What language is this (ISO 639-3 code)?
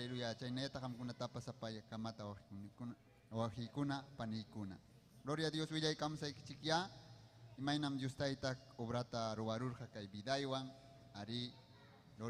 quy